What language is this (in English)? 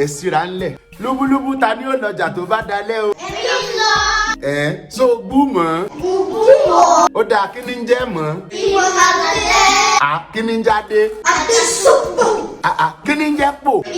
Yoruba